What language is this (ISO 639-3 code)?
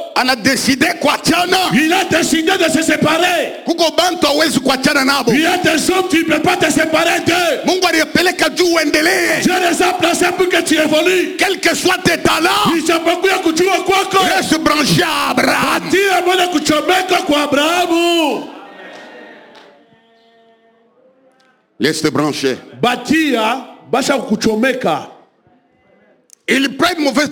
swa